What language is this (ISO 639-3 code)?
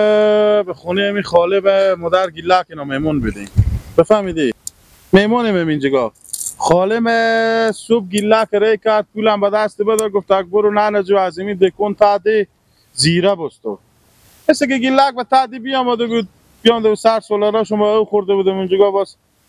fas